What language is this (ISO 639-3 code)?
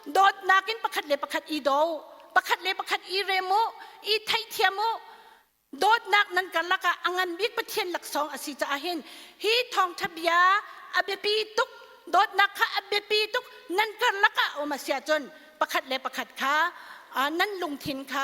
cnh